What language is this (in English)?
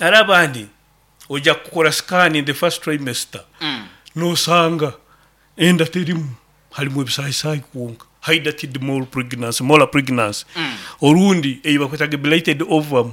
Nyoro